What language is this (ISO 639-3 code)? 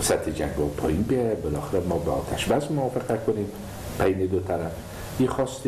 fas